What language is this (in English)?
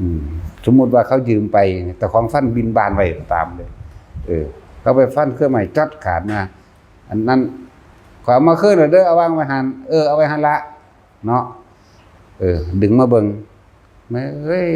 Northeastern Thai